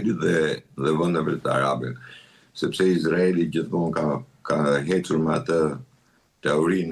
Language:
Albanian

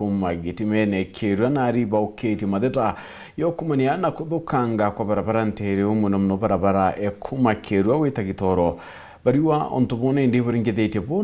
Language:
Meru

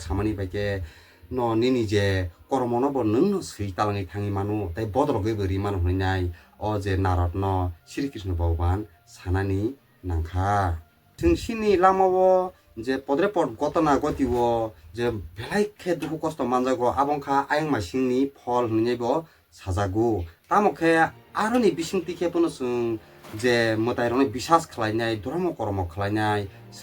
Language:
Kok Borok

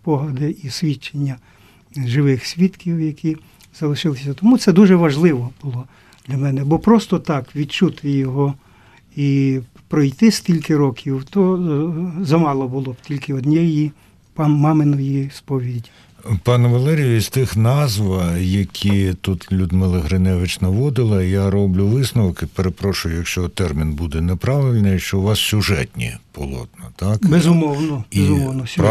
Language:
Ukrainian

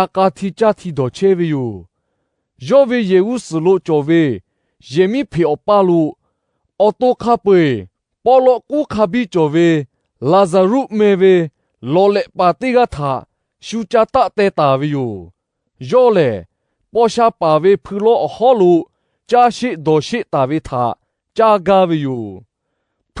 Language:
Lahu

